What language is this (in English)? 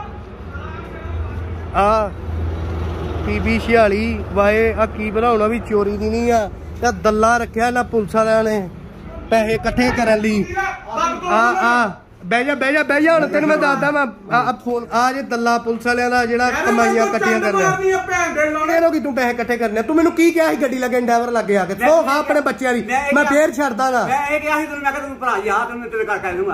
Punjabi